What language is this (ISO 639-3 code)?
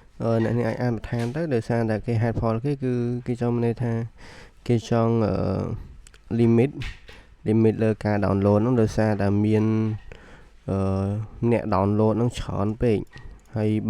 khm